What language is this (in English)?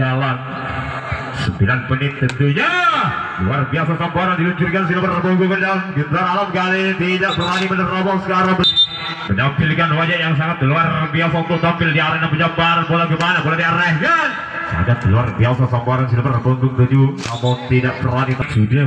Indonesian